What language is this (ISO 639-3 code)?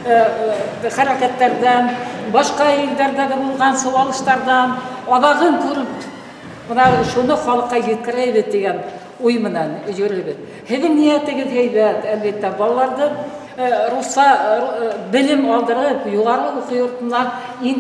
bak